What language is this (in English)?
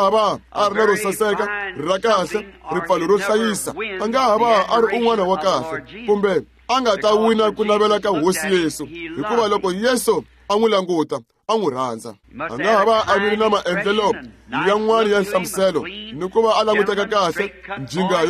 Tsonga